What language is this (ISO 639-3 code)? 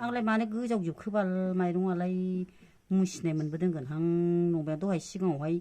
brx